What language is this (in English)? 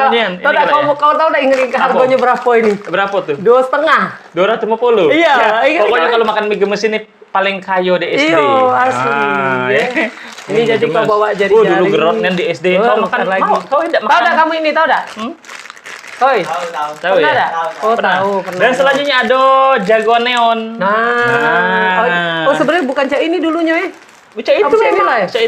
Musi